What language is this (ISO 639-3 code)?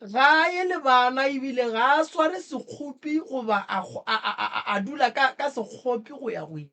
nso